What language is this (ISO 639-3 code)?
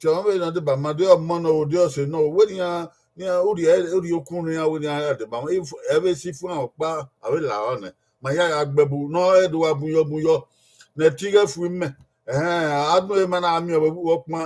bin